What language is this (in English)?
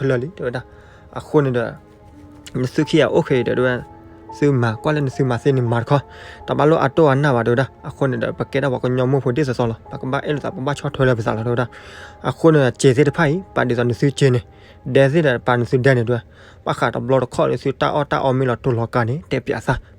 S'gaw Karen